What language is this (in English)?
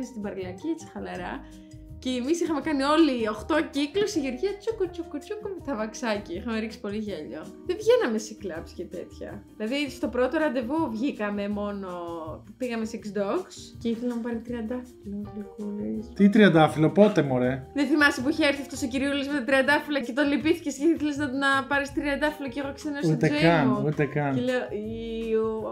Greek